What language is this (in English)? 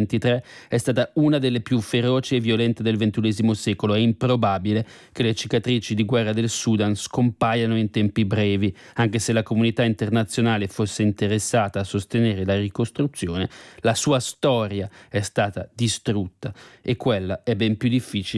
Italian